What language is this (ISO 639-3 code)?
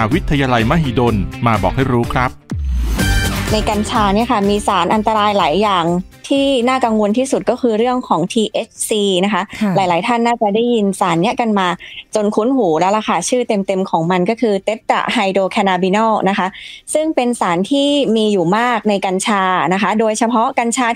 tha